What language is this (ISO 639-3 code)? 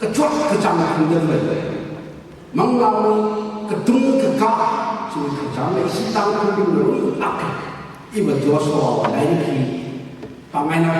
nmf